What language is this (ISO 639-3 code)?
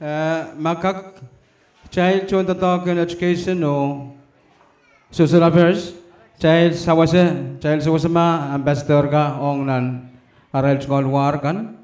pon